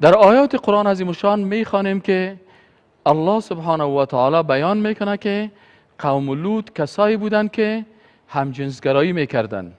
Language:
Persian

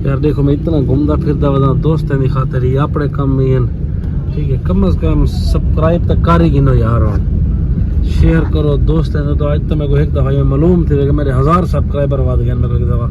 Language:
Saraiki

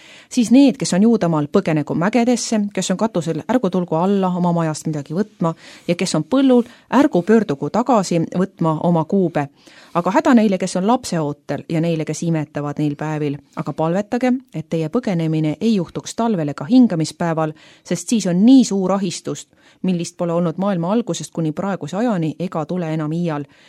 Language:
Estonian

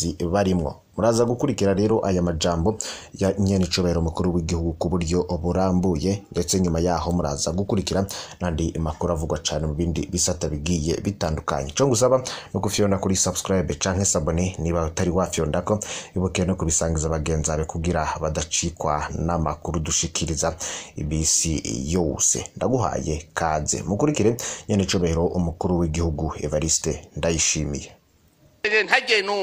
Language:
Rundi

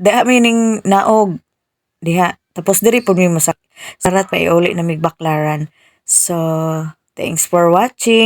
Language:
Cebuano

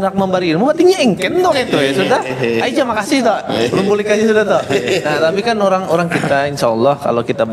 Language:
Banjar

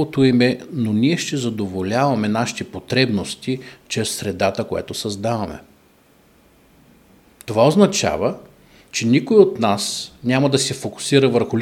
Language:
Bulgarian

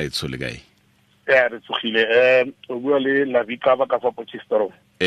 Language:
Tswana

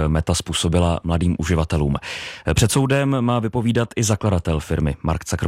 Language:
Czech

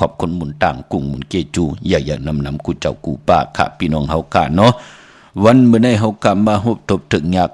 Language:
Shan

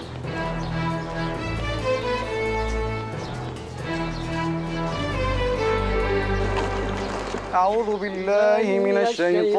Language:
Arabic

